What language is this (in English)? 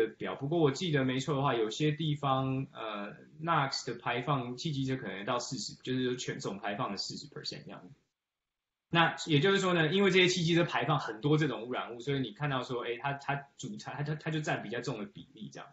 Chinese